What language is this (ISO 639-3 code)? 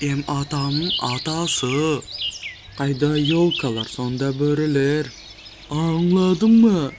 nog